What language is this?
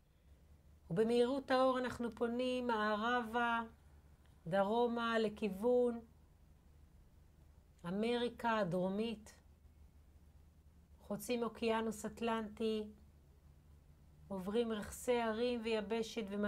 Hebrew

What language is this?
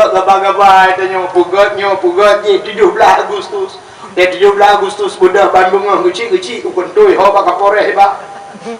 Achinese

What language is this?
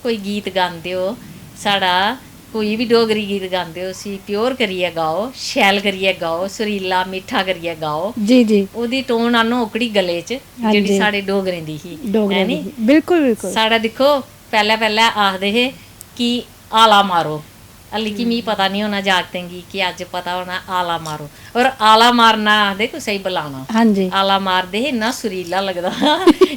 Dogri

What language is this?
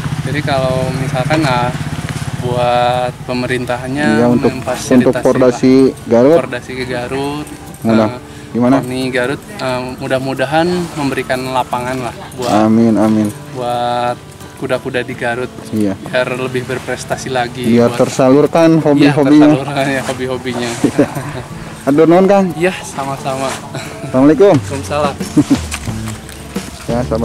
Indonesian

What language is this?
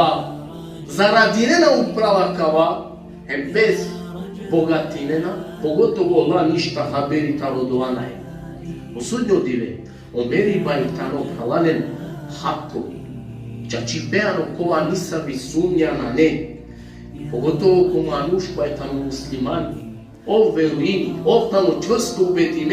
Balkan Romani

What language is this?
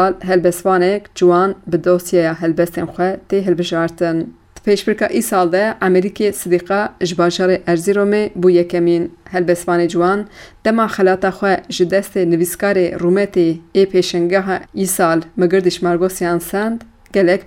Kurdish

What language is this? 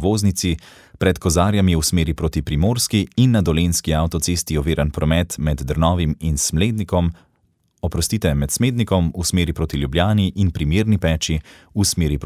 Slovenian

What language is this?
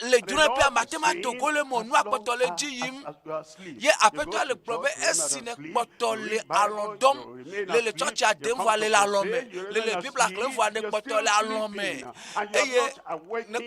Ewe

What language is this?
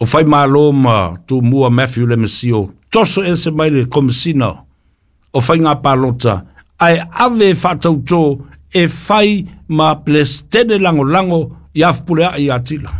Samoan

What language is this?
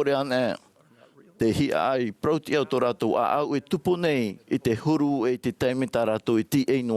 Tahitian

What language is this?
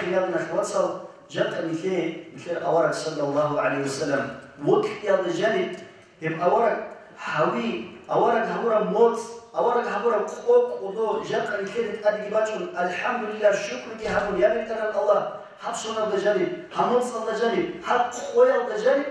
Avaric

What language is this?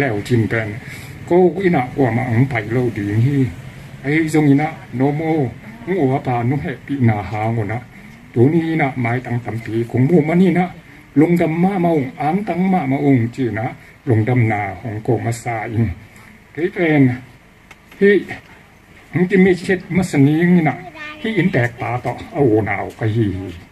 Tedim Chin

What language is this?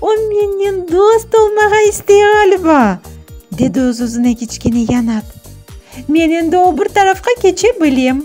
Crimean Tatar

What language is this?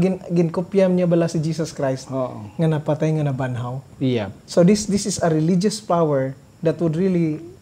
Hiligaynon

